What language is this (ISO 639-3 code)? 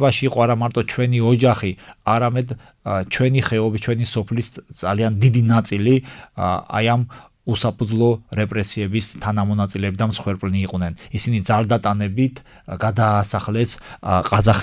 kat